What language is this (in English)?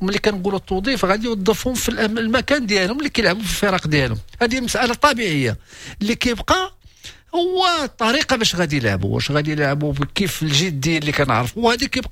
Moroccan Arabic